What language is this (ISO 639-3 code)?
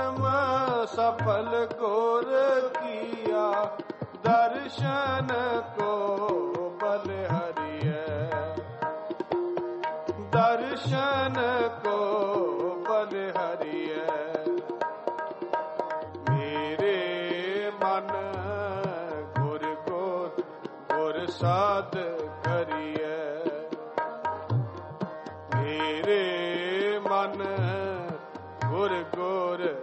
pan